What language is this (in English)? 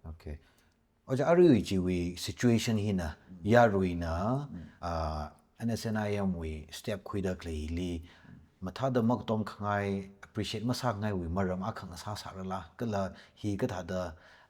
Tangkhul Naga (India)